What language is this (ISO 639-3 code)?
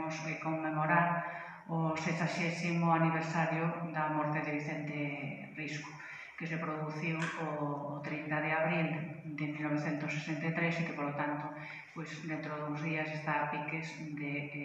glg